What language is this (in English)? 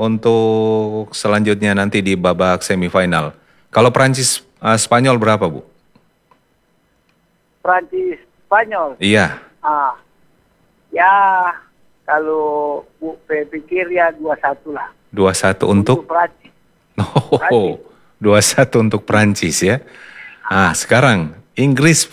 Indonesian